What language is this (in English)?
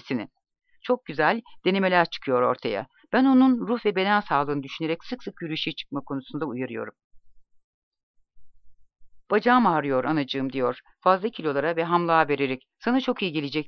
Turkish